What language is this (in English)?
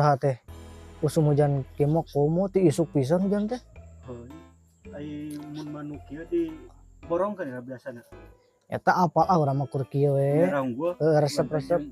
Sundanese